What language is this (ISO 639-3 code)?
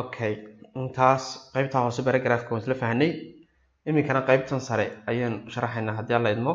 som